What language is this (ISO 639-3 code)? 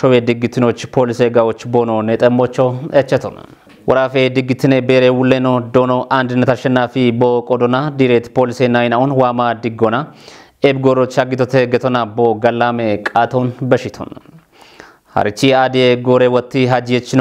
kbr